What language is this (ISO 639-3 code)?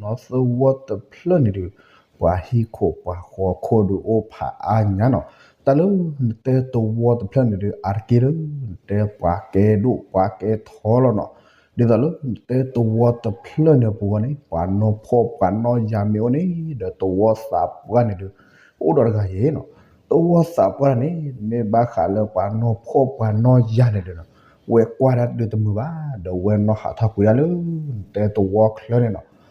ksw